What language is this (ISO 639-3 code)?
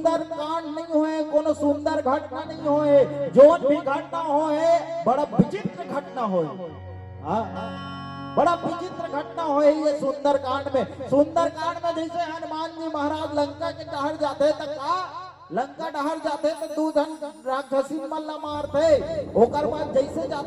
hne